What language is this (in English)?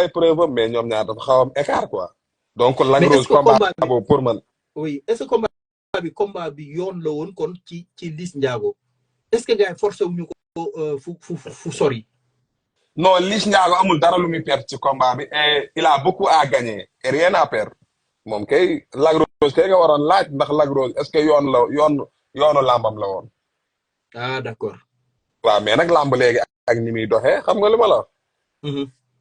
Wolof